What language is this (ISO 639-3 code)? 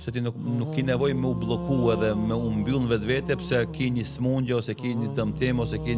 sqi